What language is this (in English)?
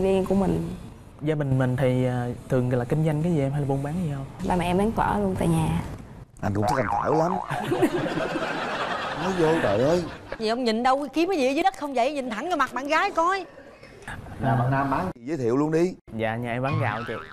Vietnamese